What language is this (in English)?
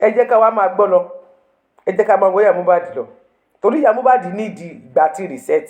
Yoruba